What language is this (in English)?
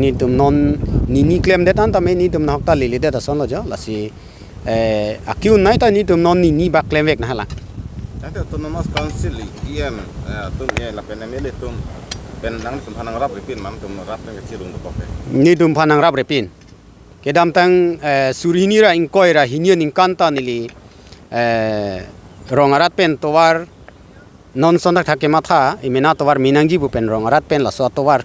Karbi